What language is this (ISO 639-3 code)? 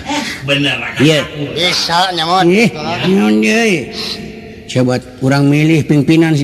sun